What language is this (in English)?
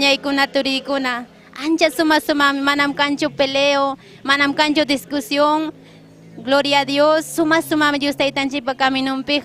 Ayacucho Quechua